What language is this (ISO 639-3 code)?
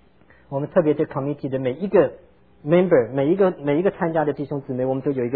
zho